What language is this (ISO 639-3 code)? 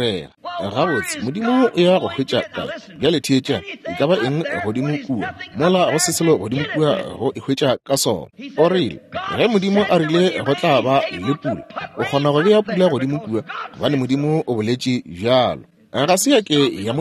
nso